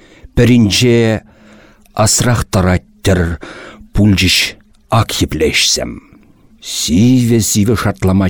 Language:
Chuvash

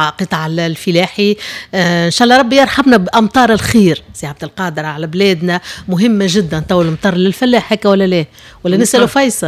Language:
Tunisian Arabic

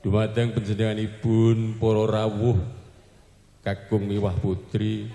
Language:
Javanese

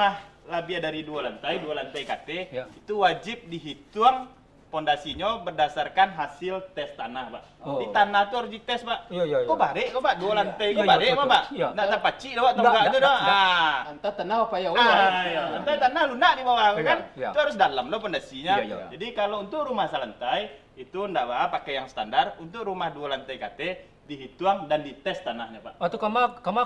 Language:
Minangkabau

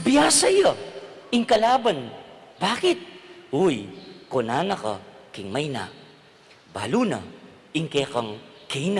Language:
Pampanga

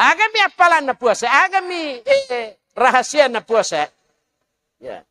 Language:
Buginese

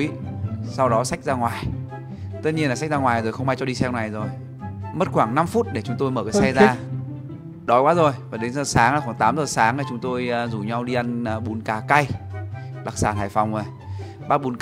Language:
Vietnamese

